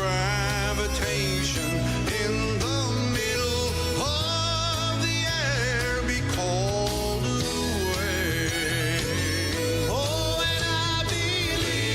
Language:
Gilbertese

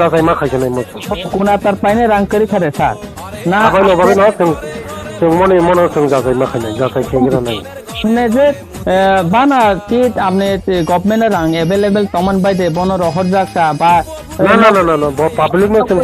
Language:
Kok Borok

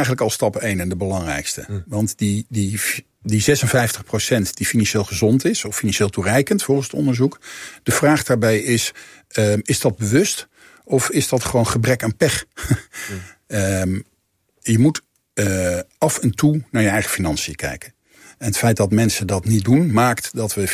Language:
Dutch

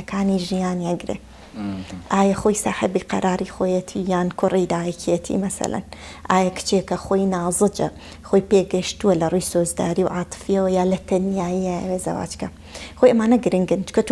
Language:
Central Kurdish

